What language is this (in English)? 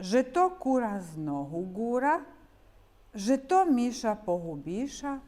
Rusyn